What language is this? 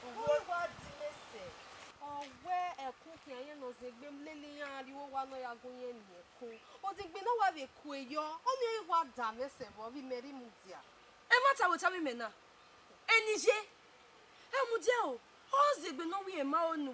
Bini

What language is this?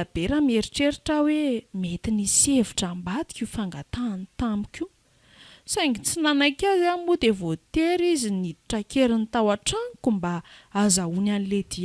Malagasy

